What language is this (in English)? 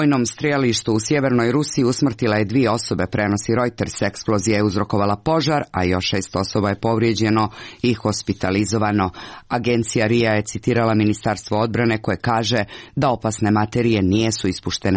Croatian